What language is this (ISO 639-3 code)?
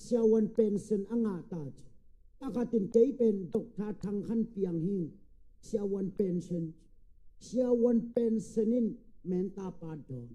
ctd